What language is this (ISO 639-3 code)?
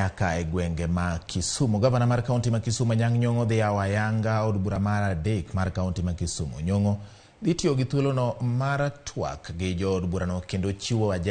luo